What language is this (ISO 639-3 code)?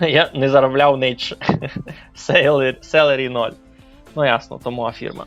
rue